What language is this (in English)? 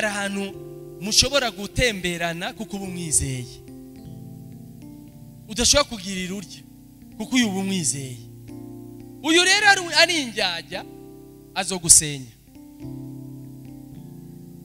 Rundi